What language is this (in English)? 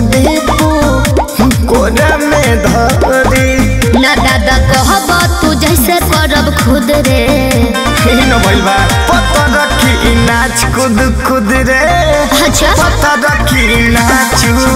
Bhojpuri